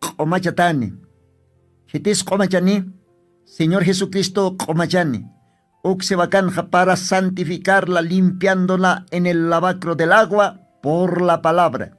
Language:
Aymara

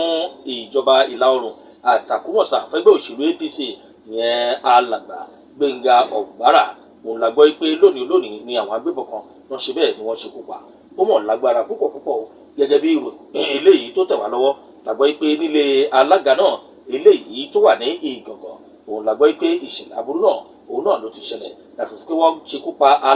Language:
Yoruba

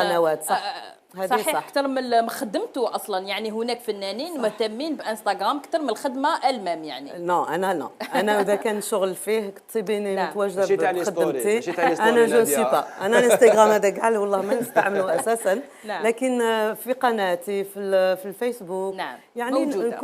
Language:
Algerian Arabic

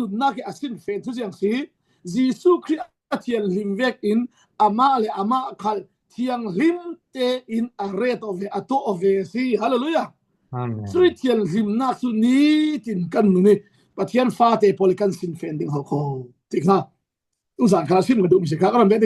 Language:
Falam Chin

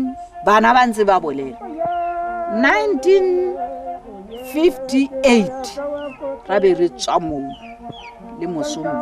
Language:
Tswana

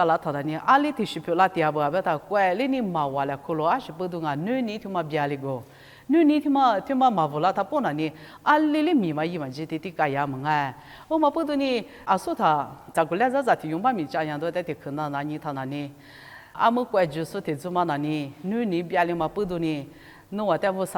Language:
Lisu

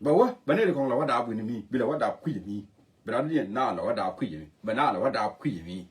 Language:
Nuer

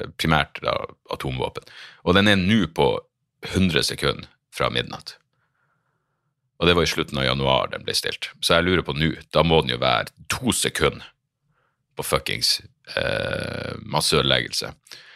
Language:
Norwegian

